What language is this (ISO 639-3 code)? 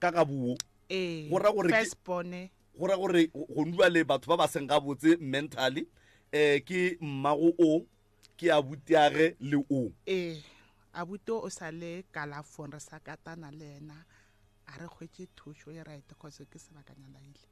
nso